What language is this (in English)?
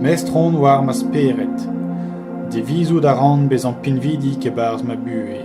Breton